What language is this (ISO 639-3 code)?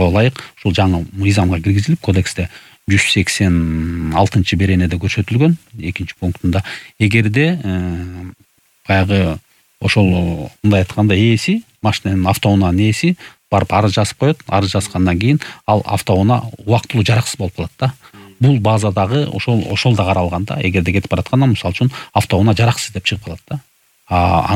kir